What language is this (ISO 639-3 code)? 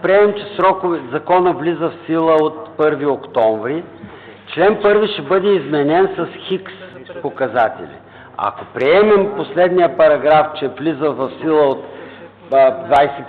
bul